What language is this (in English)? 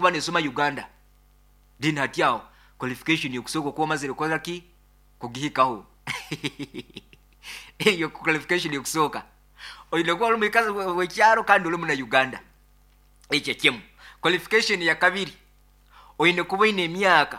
Nyoro